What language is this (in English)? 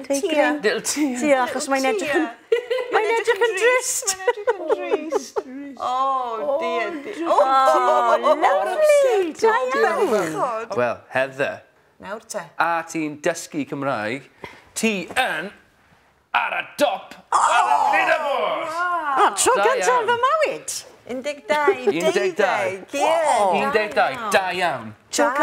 Welsh